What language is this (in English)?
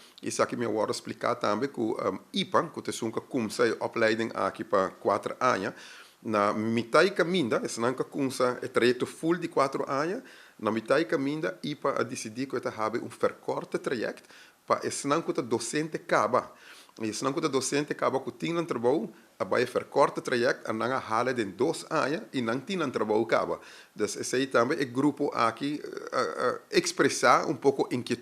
Papiamento